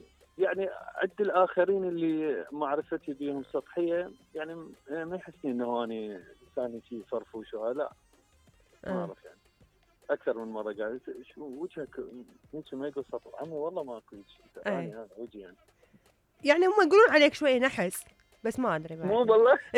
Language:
Mesopotamian Arabic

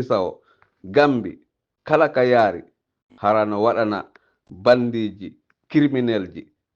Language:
Fula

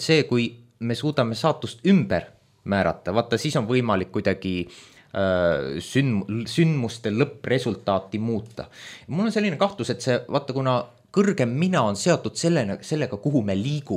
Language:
Estonian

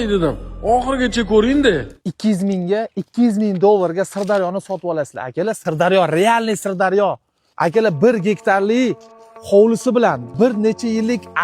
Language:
Uzbek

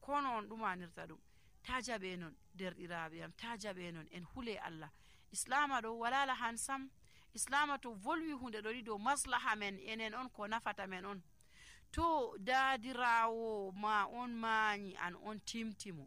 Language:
Nigerian Fulfulde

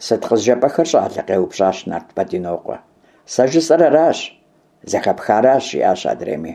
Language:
Kabardian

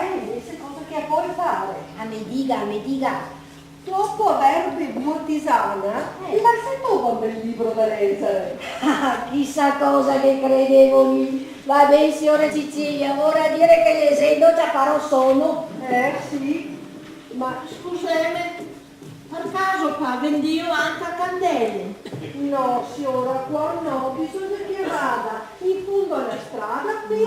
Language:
Venetian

